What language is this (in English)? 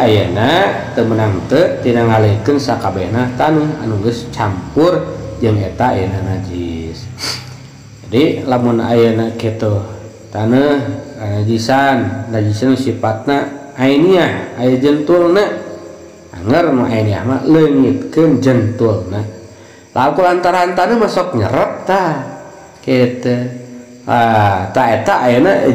Sundanese